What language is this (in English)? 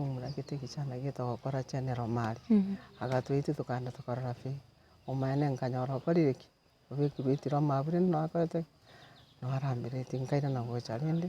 Gusii